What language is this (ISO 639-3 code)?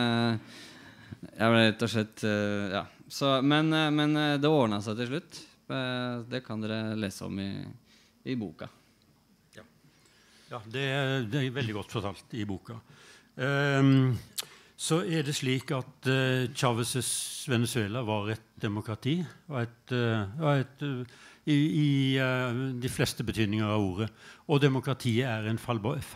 nor